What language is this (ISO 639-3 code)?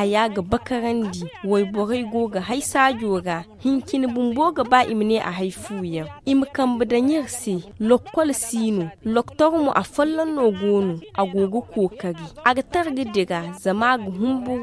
dje